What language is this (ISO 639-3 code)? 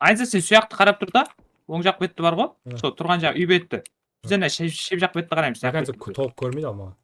kaa